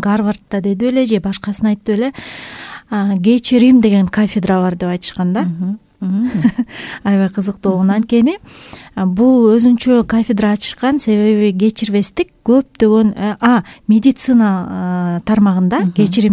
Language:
Kyrgyz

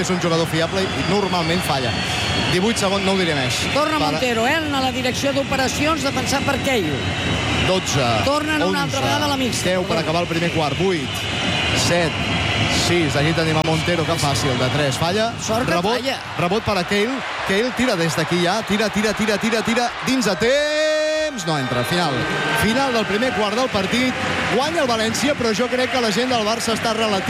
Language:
Catalan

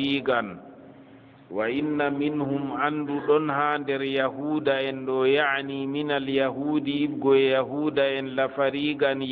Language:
Fula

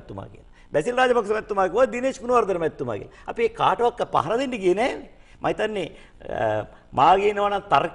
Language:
Sinhala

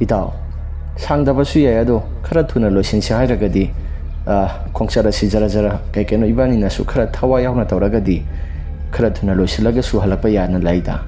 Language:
Manipuri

